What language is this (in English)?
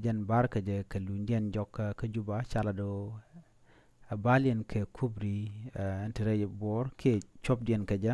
Nuer